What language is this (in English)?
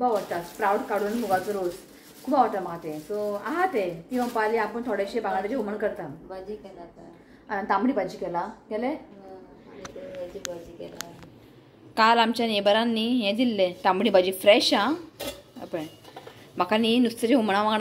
Konkani